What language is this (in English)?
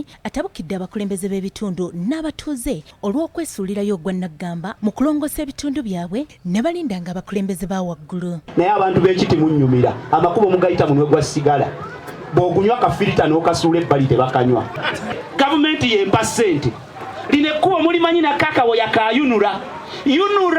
Ganda